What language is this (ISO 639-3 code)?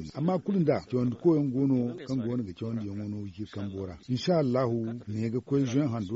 dje